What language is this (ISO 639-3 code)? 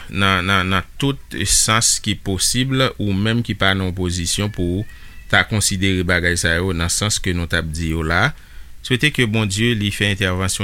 hat